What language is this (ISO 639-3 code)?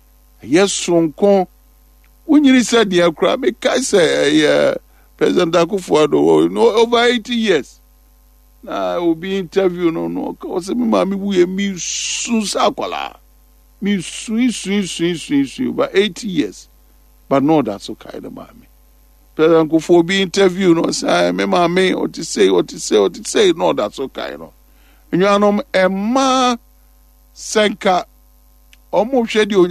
aka